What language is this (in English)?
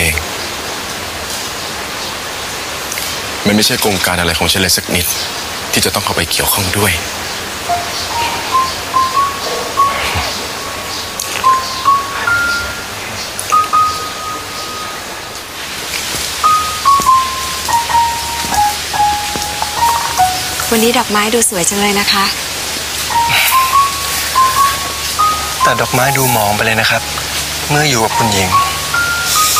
Thai